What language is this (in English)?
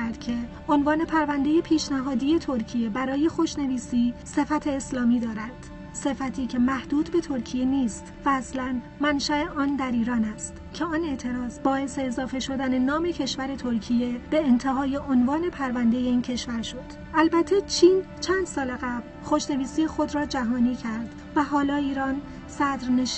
Persian